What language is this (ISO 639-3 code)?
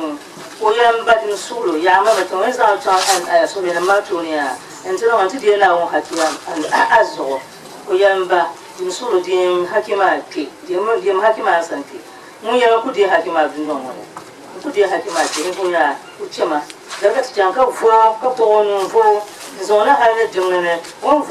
dag